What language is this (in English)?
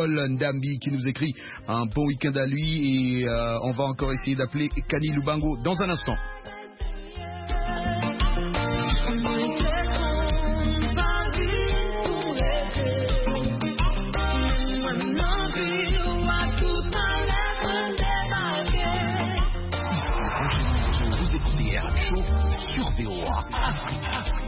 French